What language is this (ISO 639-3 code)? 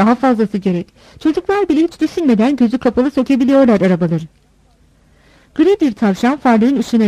tur